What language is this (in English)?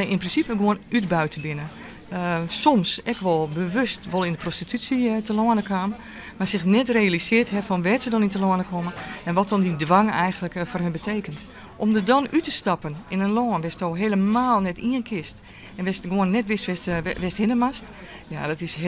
Western Frisian